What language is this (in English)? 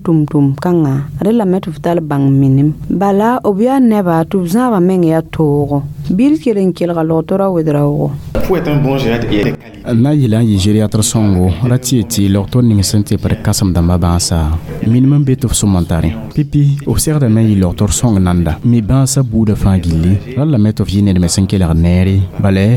Mossi